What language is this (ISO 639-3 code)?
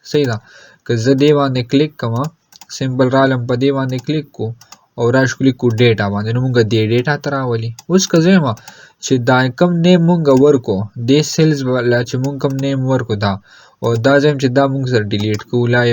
pus